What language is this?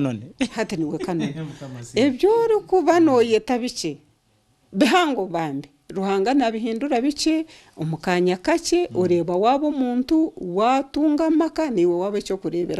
Nyankole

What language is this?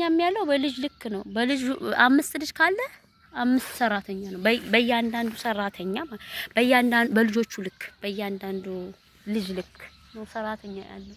Amharic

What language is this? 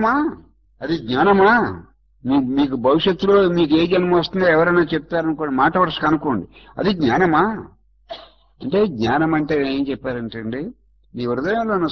Telugu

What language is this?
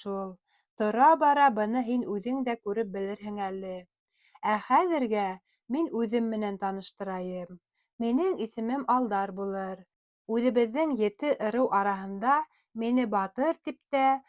Bashkir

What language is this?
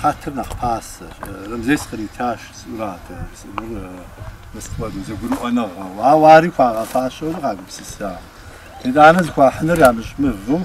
Kabardian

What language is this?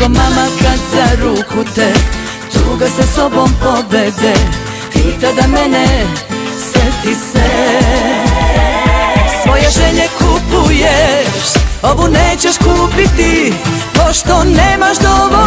Serbian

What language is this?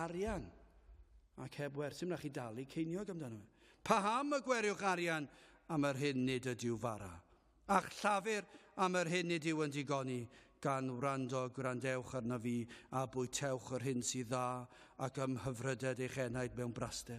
Welsh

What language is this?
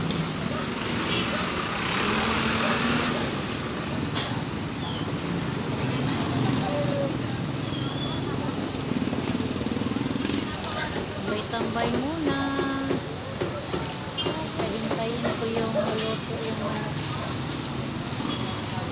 Filipino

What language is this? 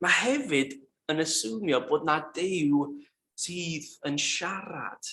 Welsh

